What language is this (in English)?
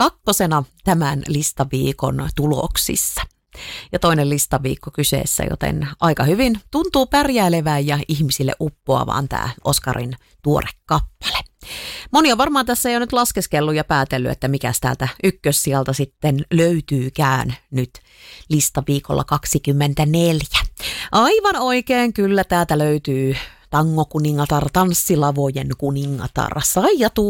Finnish